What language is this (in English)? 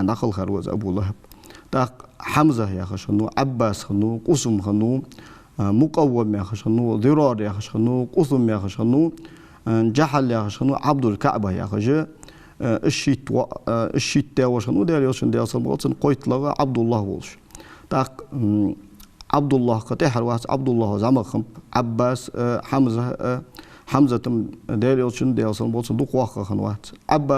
Ingush